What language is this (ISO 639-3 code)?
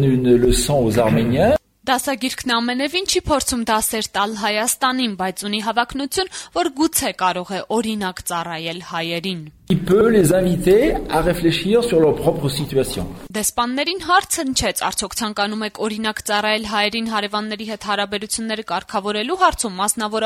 hye